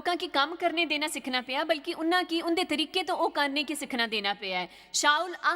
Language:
Dogri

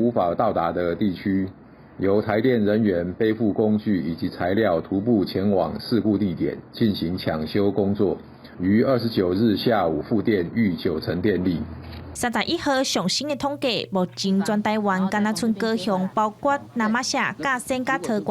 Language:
Min Nan Chinese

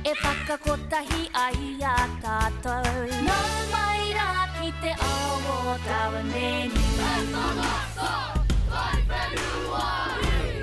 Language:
Māori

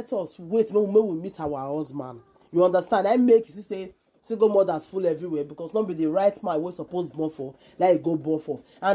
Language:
Nigerian Pidgin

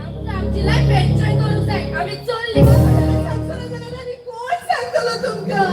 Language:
Konkani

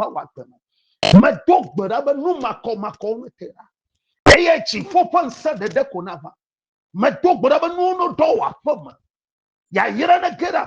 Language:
Ewe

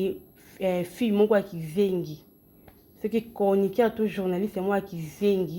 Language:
Lingala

